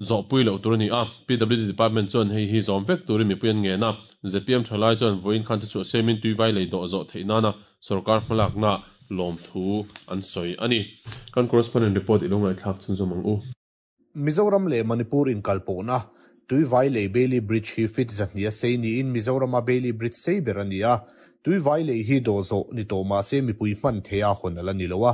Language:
Mizo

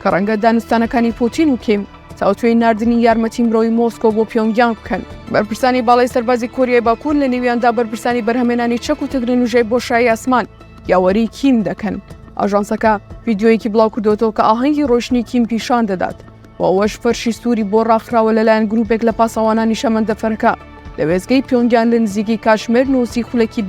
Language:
Central Kurdish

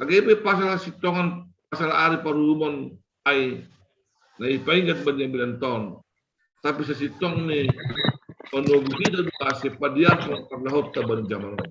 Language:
Batak Simalungun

